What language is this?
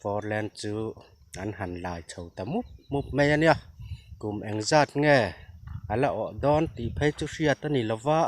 Mizo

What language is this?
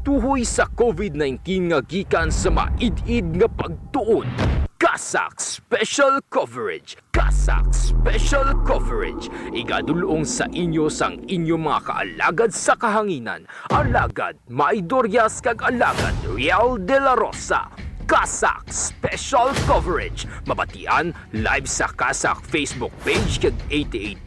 Hiligaynon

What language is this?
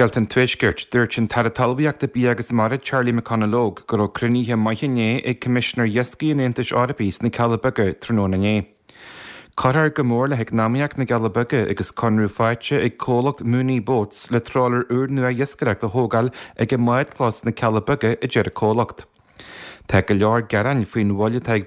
Irish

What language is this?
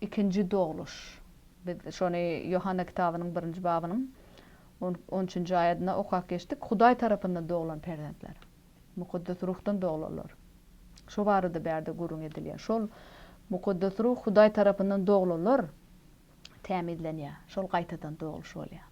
Turkmen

